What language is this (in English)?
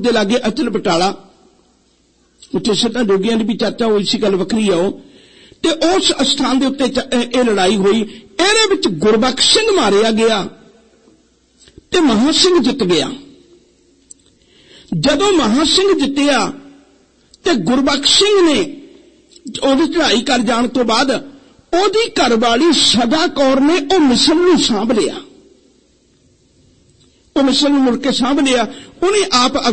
Punjabi